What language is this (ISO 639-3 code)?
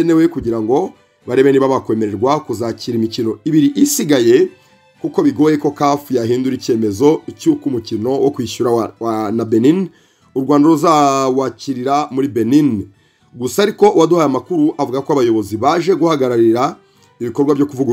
kin